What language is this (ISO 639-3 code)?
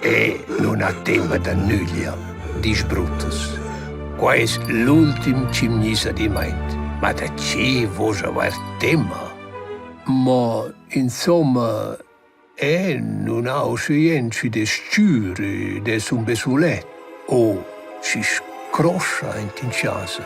roh